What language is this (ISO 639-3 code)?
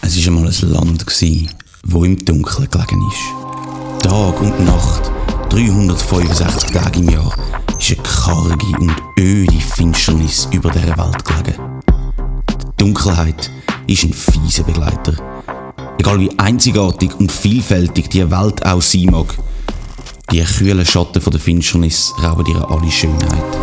gsw